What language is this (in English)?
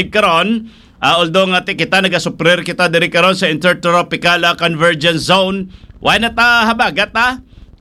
Hiligaynon